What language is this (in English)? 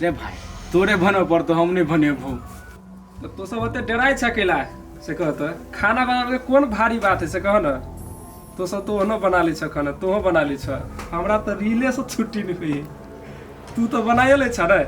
Maithili